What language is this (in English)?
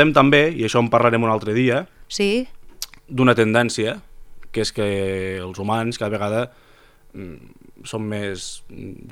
Catalan